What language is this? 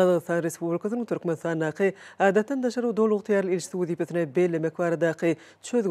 Turkmen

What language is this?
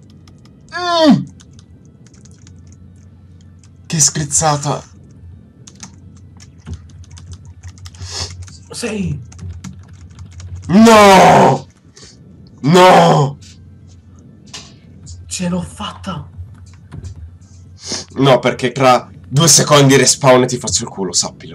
Italian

